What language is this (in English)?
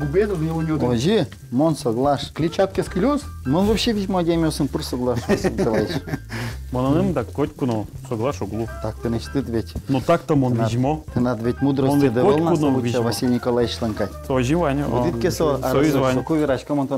Udmurt